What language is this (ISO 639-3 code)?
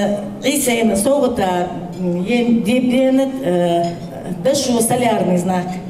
inh